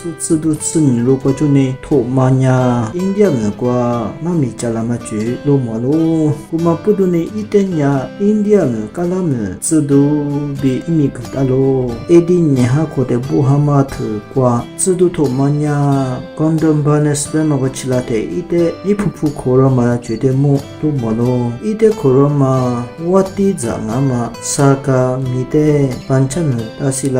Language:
Lisu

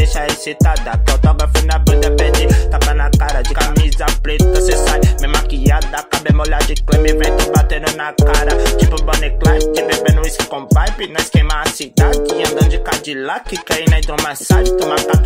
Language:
Portuguese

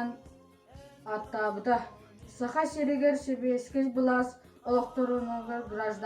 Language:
Yakut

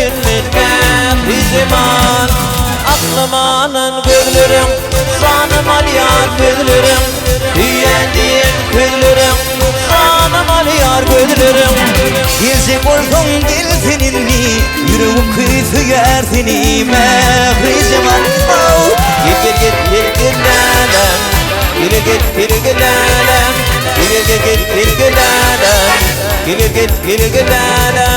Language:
Turkmen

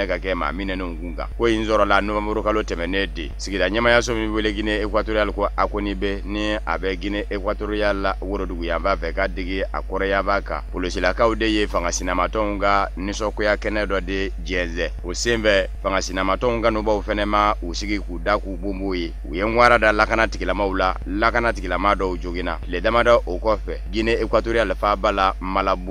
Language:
Bambara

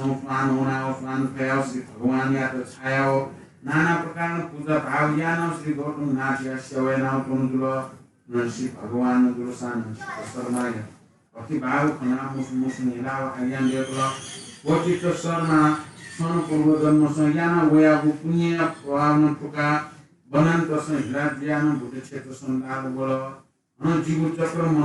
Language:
Newari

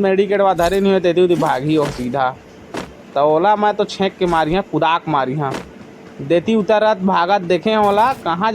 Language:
Chhattisgarhi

